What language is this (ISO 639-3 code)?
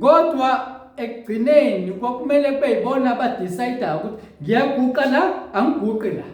zul